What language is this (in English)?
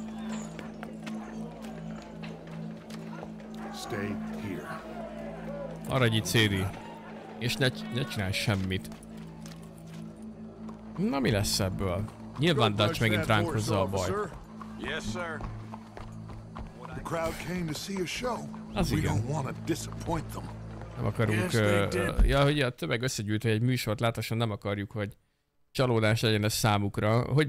Hungarian